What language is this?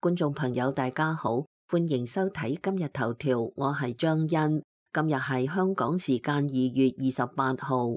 Cantonese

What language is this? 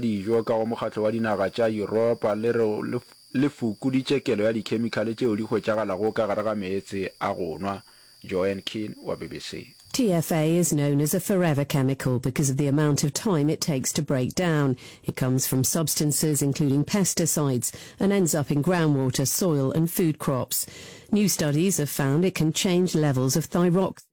Northern Sotho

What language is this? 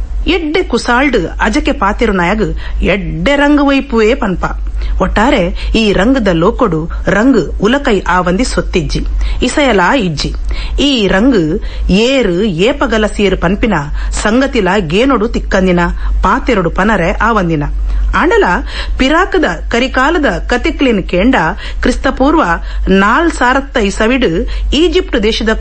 Tulu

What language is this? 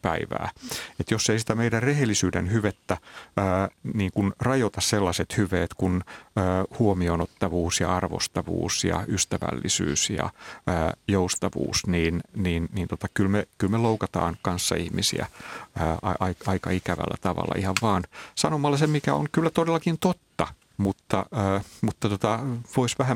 Finnish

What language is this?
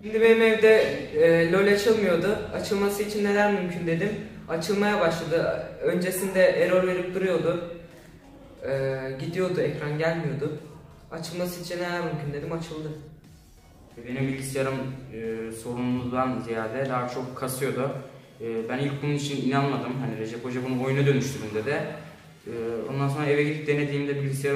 Turkish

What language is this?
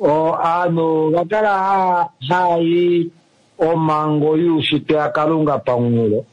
Kuanyama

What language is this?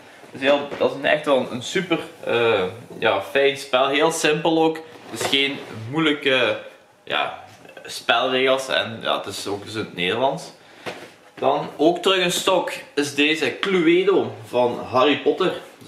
Dutch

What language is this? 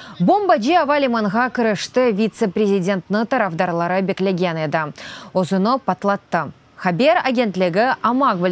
Crimean Tatar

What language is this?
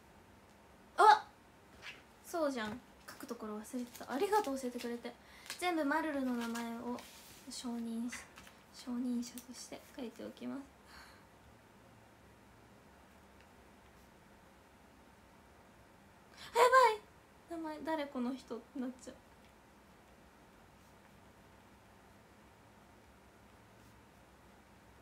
Japanese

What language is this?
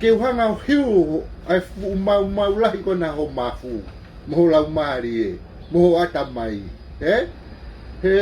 Tongan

